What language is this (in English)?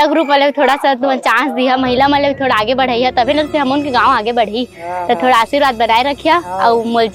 Chhattisgarhi